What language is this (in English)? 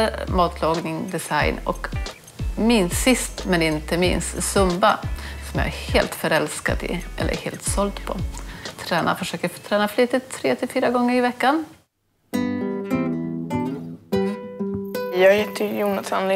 Swedish